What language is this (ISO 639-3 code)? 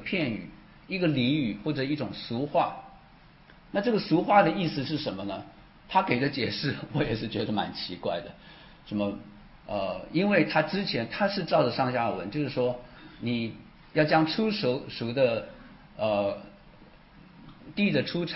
zho